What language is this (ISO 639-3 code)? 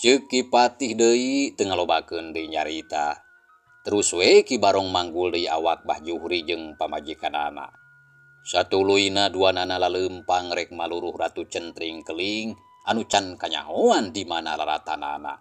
sun